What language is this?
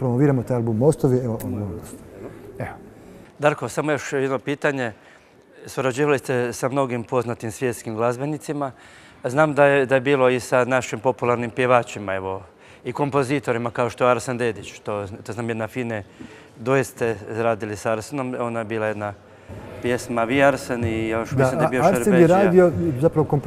Croatian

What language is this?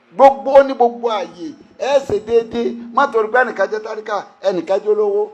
Yoruba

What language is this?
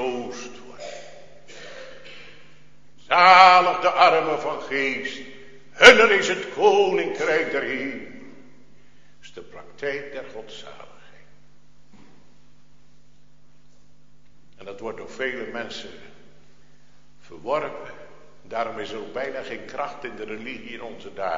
Dutch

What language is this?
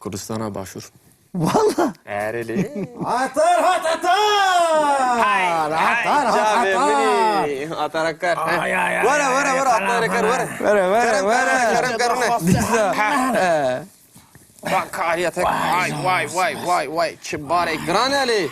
Kurdish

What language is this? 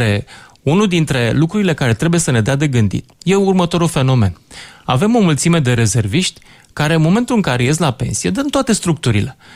Romanian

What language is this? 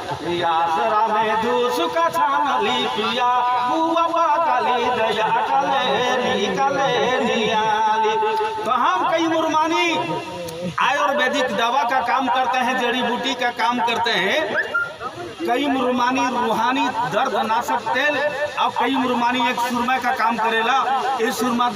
Sadri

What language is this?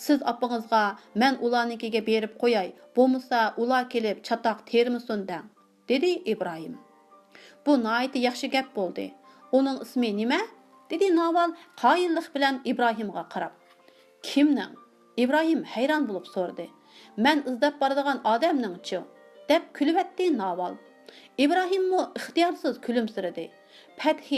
Uyghur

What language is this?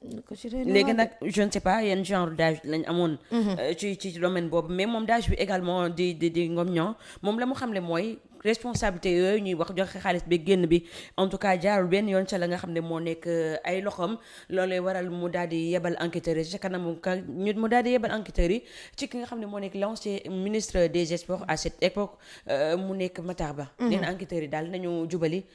Wolof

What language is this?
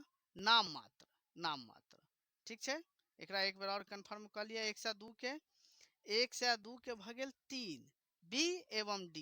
Maithili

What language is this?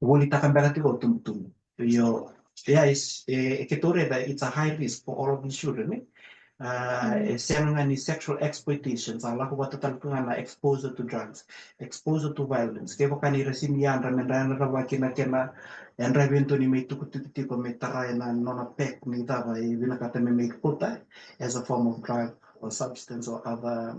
Fijian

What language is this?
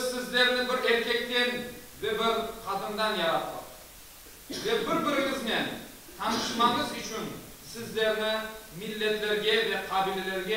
Crimean Tatar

